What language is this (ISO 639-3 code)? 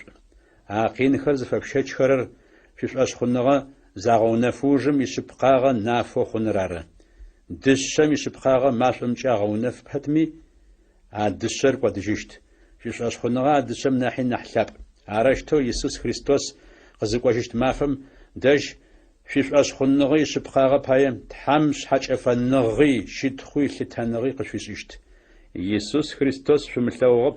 ady